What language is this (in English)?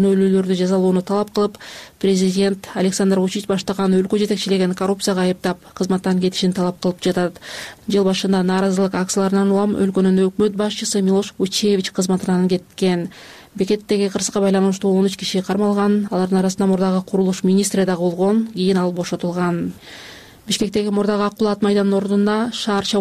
Kyrgyz